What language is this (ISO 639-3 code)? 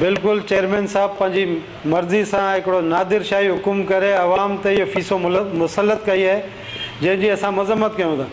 snd